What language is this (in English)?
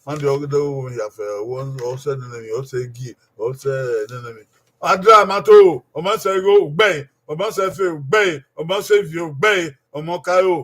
Bini